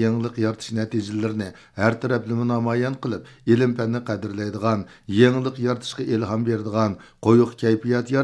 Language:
Uyghur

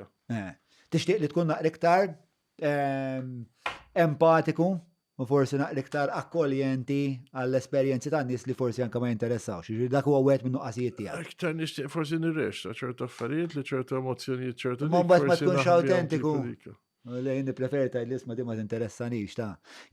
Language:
Maltese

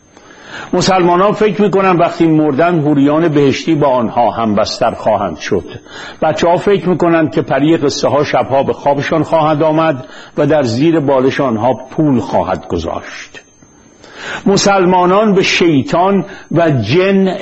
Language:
Persian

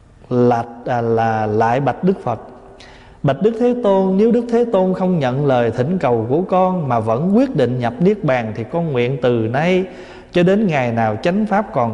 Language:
Vietnamese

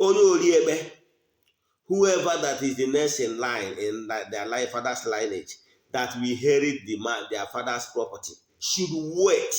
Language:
Igbo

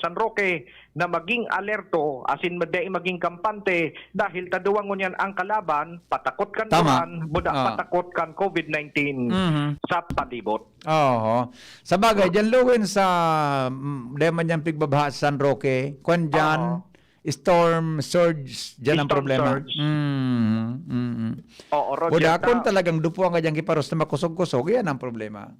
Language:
Bikol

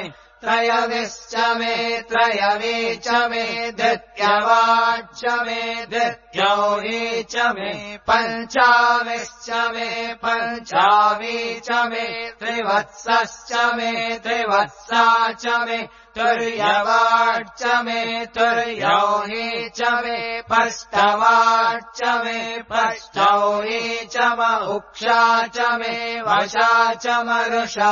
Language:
Sanskrit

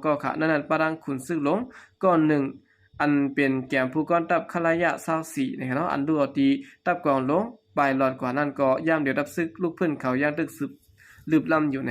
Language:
Shan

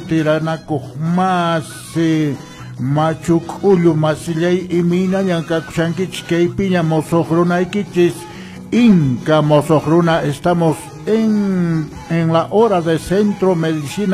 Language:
Quechua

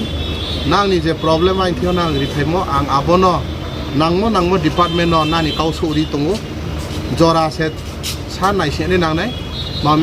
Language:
Riang (India)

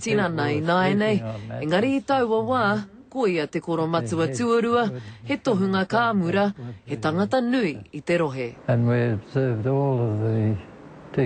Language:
Māori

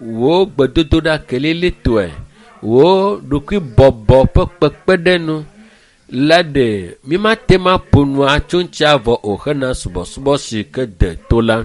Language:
Ewe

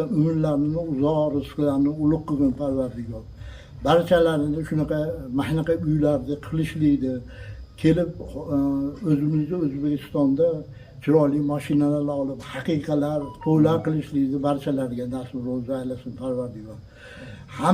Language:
Uzbek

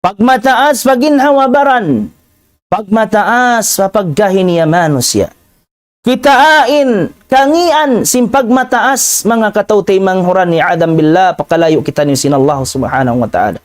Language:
Tausug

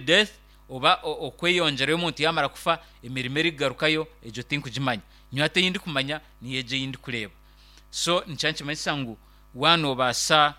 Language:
Nyankole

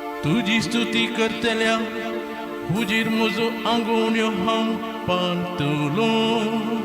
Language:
Konkani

